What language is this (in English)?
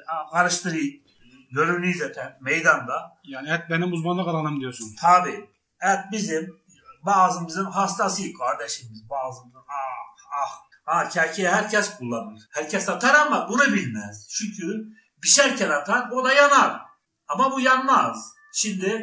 Turkish